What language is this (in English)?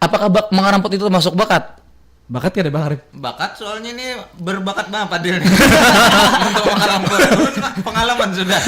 Banjar